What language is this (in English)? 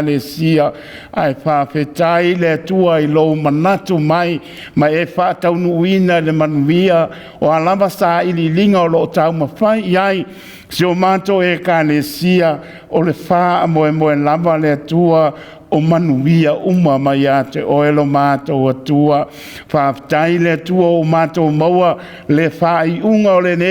Samoan